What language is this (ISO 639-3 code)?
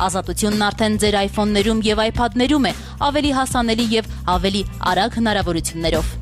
hye